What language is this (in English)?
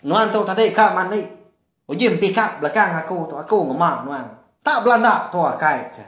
Iban